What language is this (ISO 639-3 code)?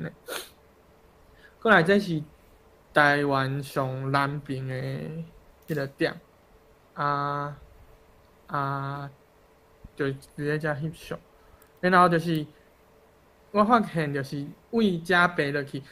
nan